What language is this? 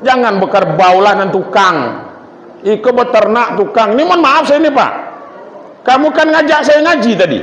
Minangkabau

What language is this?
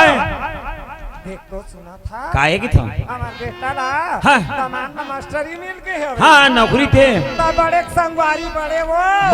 Chhattisgarhi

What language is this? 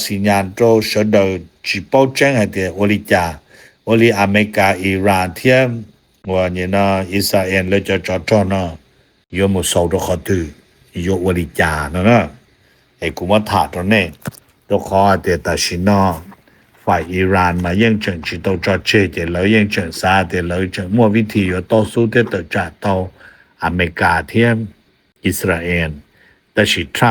Hmong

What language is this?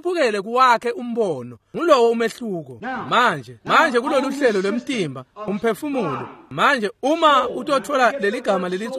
Swati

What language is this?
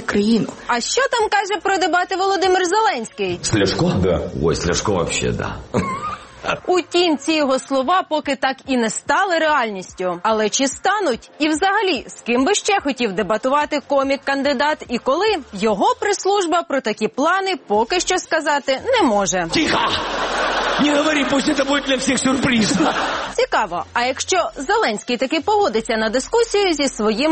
Ukrainian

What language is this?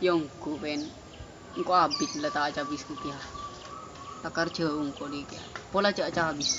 Madurese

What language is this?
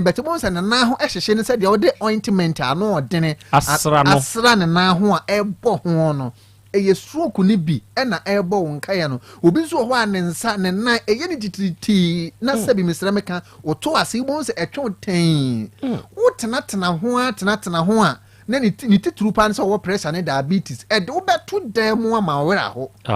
Akan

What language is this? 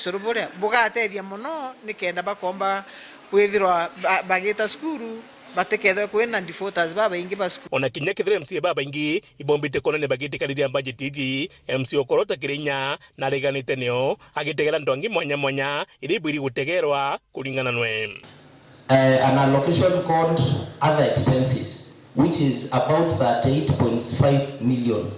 Meru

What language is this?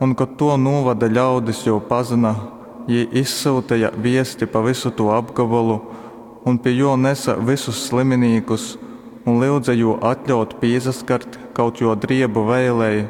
Latgalian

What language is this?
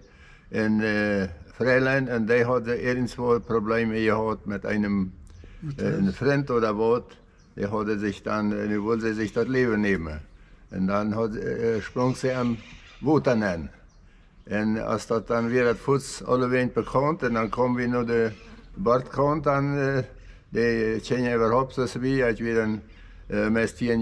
Plautdietsch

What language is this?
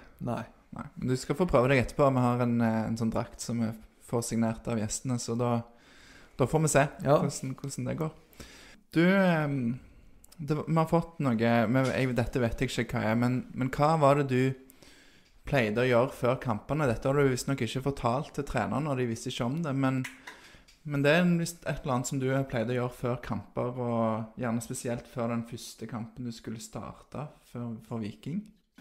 Norwegian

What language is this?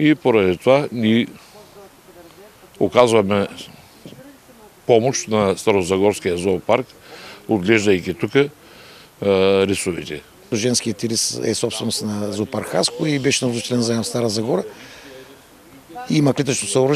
Bulgarian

